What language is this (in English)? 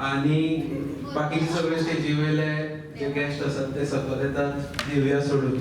Konkani